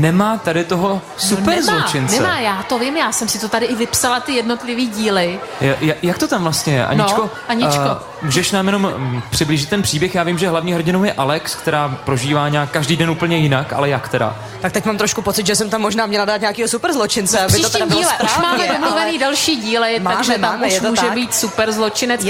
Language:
Czech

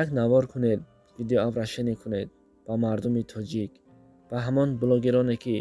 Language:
Tajik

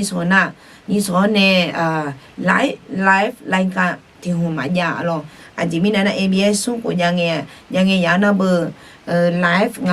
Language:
Akha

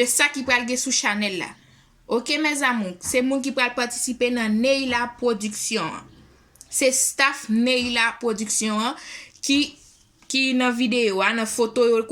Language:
Haitian Creole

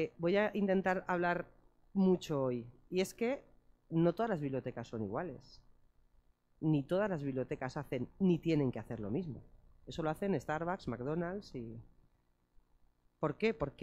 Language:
Spanish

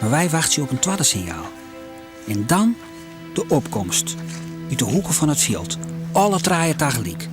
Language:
Western Frisian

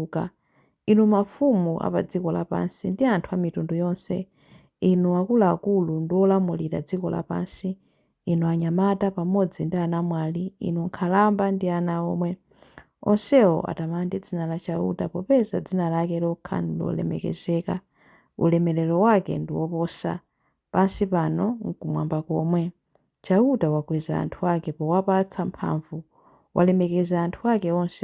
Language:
Nyanja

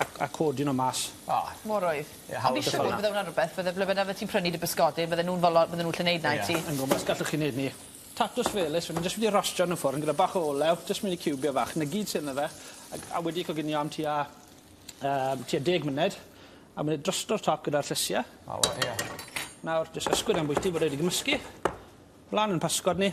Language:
Welsh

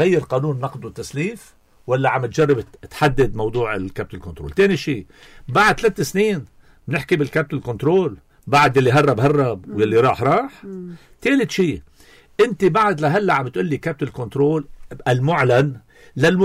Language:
North Levantine Arabic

